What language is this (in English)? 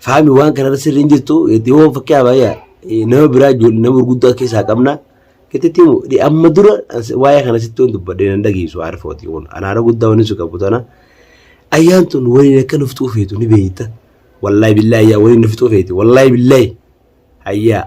Oromo